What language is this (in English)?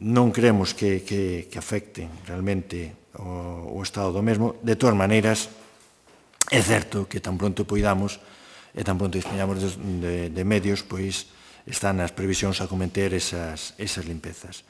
Galician